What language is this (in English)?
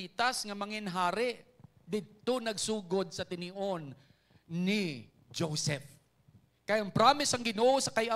Hiligaynon